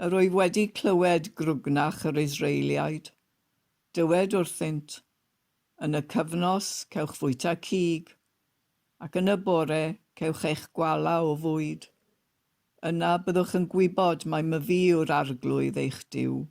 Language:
Welsh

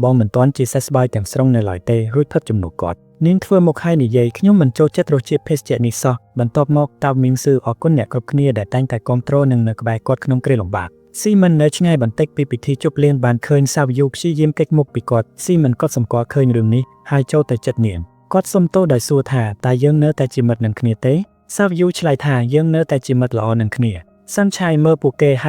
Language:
Khmer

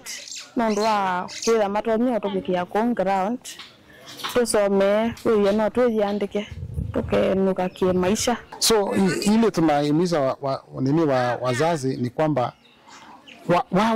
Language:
Kamba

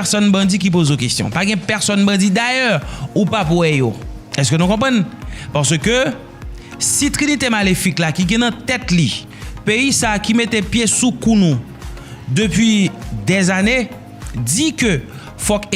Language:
Haitian Creole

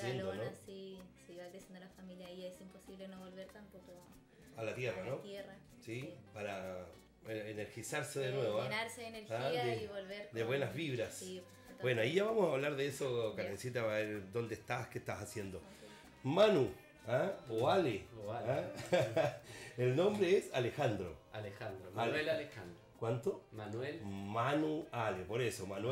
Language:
Spanish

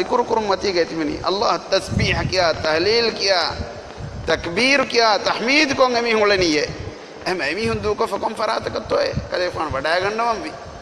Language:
Divehi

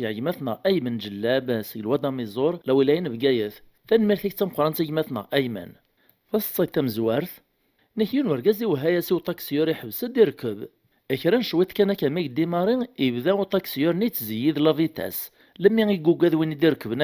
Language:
Kabyle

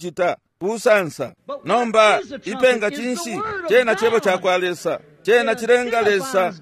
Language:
Bemba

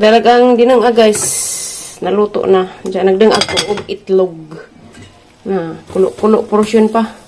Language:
Cebuano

